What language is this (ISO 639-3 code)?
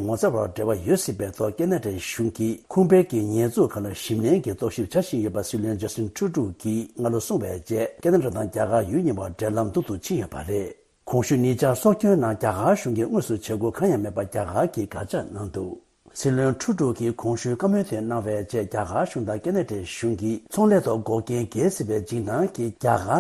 bod